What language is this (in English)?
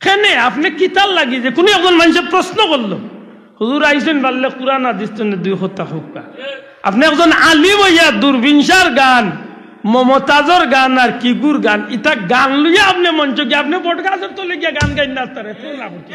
Sylheti